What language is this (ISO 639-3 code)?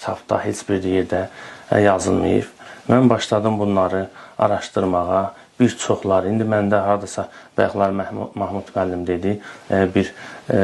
aze